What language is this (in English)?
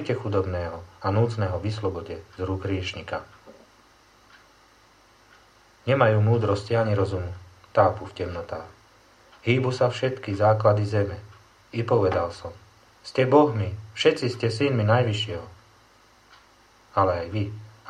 Slovak